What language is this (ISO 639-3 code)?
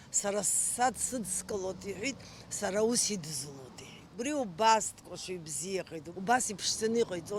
abk